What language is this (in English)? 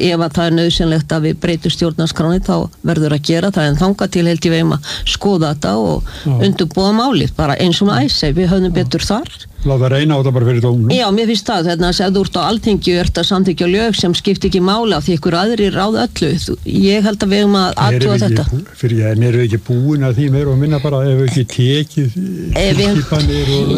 Icelandic